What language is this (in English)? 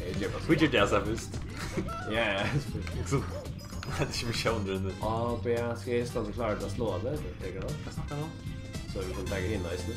Faroese